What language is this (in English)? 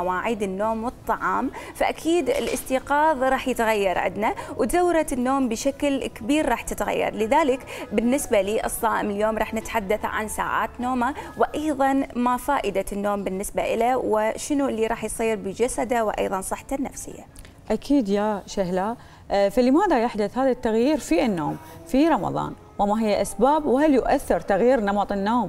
Mesopotamian Arabic